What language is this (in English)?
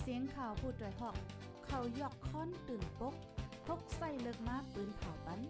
Shan